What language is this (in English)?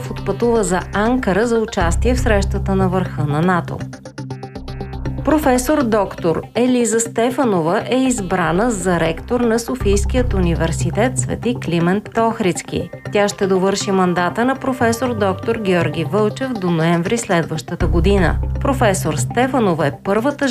Bulgarian